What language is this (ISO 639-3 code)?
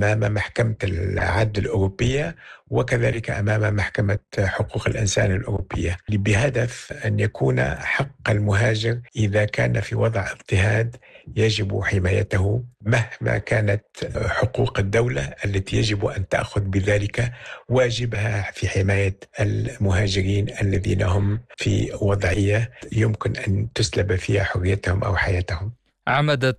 ara